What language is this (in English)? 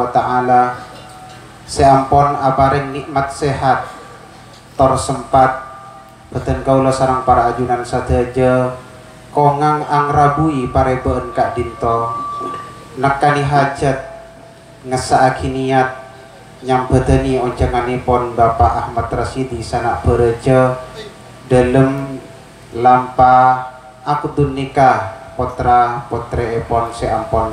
Madurese